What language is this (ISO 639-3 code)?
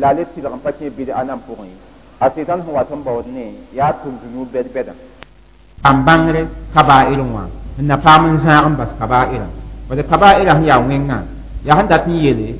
mos